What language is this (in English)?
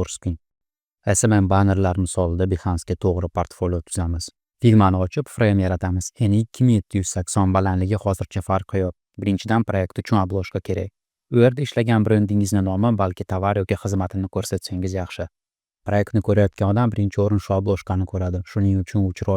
Uzbek